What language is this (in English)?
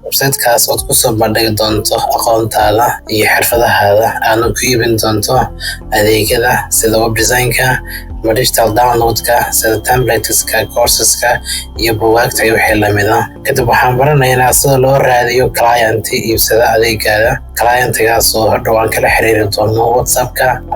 Somali